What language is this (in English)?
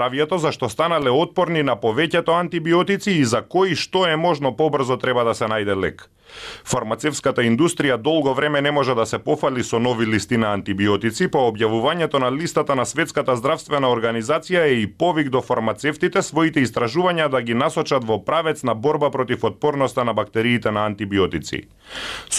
Macedonian